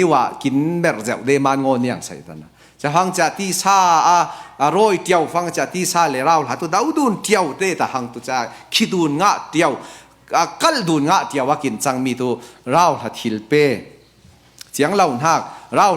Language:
Falam Chin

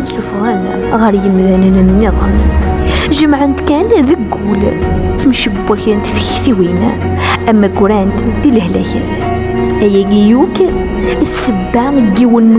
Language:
Kabyle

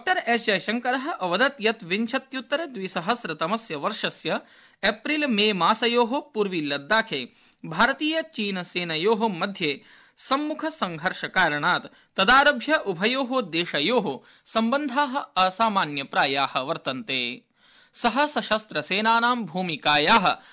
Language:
Sanskrit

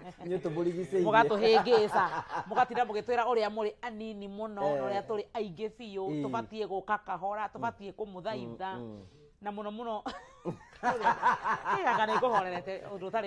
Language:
Kikuyu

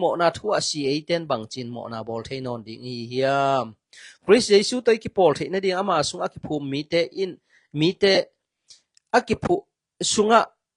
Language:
Tedim Chin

